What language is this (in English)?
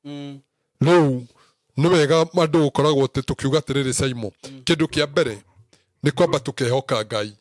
Kikuyu